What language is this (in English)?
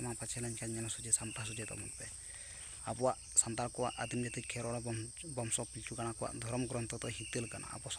Santali